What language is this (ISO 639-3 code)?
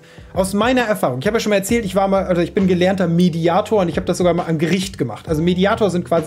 deu